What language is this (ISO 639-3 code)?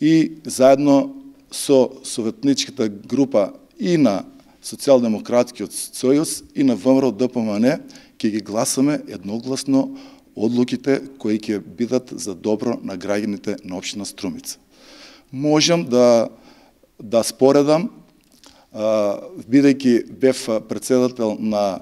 mkd